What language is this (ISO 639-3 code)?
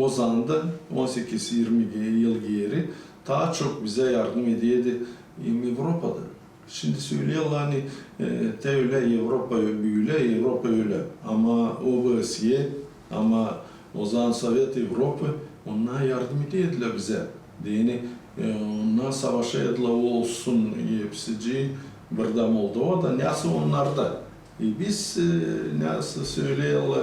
gag